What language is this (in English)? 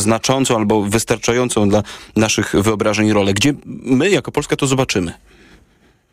Polish